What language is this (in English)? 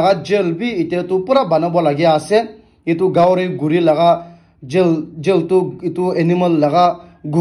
Naga Pidgin